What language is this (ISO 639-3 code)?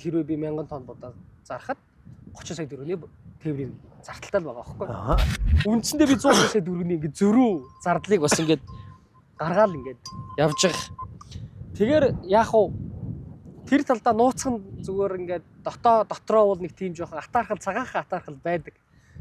mon